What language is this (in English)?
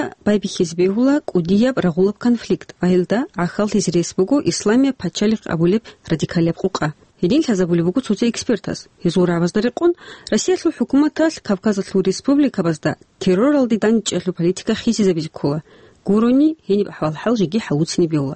Avaric